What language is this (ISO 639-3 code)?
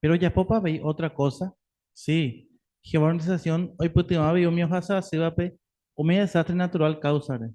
grn